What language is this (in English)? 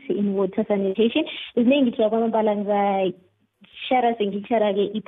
South Ndebele